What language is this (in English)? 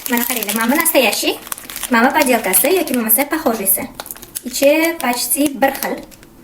Uzbek